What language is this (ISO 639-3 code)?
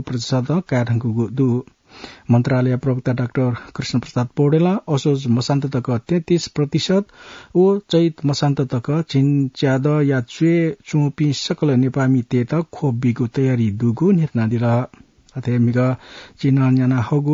new